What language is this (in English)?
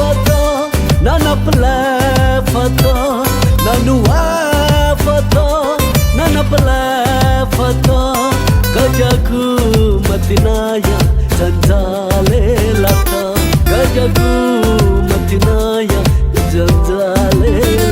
Newari